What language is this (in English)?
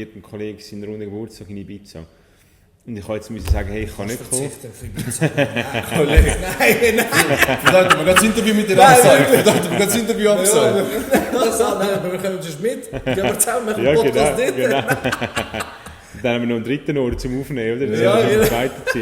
Swiss German